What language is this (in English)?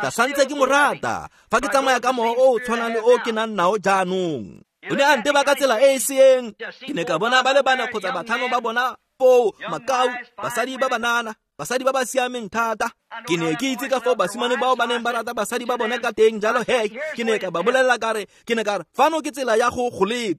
Tswana